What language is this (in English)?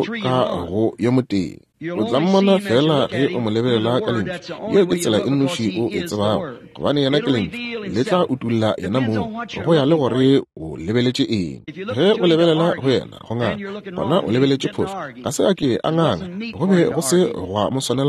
Northern Sotho